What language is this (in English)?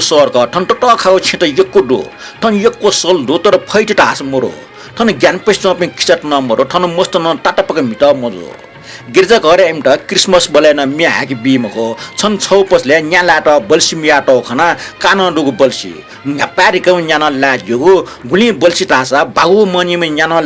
Newari